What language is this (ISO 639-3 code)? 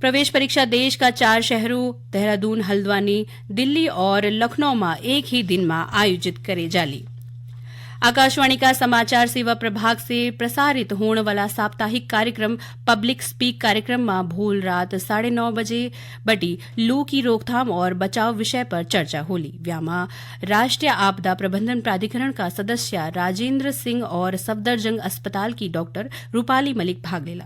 gbm